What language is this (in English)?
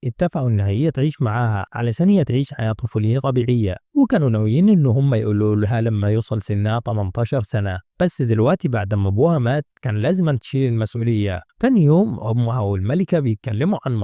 Egyptian Arabic